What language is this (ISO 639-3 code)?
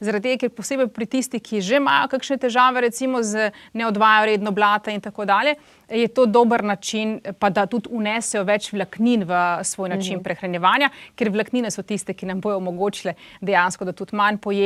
slv